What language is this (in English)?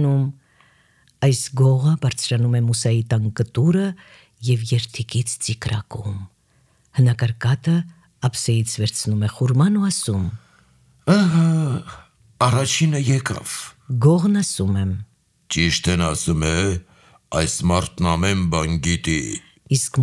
Armenian